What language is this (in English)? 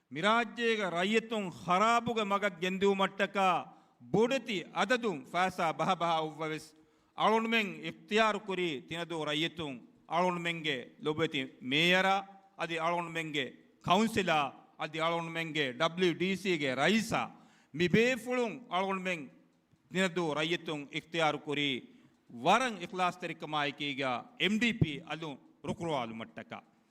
Divehi